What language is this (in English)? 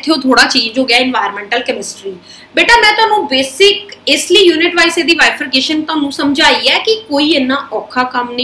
Punjabi